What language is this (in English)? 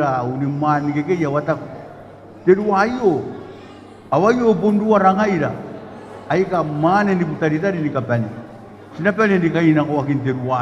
Gilbertese